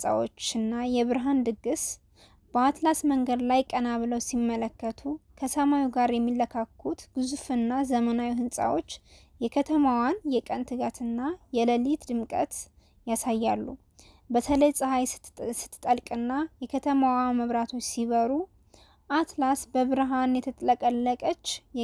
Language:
Amharic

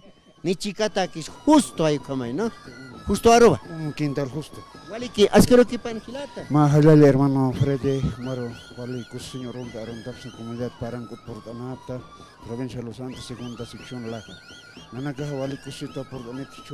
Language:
Aymara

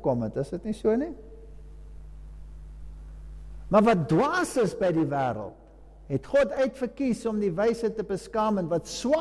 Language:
Afrikaans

